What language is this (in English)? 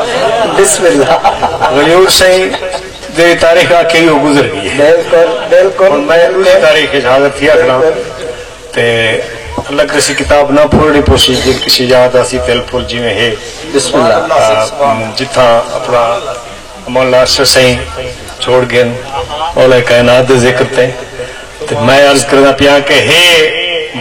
Saraiki